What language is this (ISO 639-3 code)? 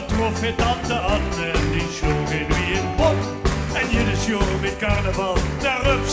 lim